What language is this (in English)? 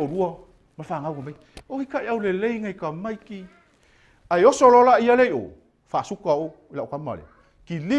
Samoan